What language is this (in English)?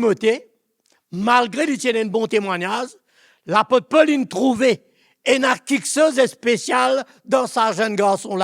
Morisyen